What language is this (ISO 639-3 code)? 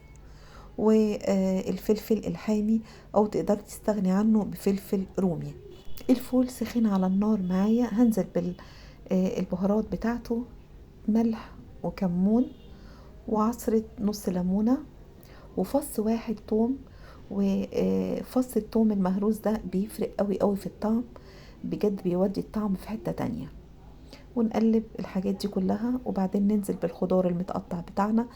arz